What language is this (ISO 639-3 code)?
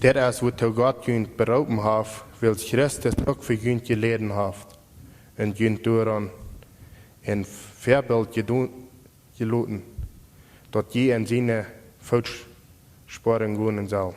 pdt